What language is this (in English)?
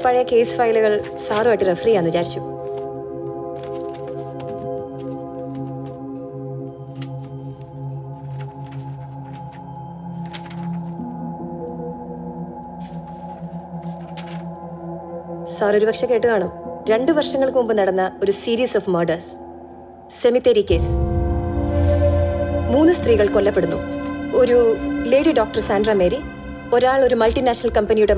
Malayalam